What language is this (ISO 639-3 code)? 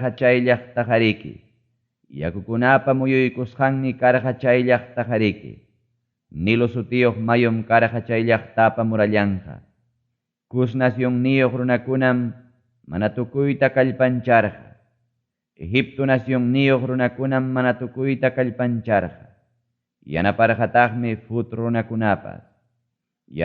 quy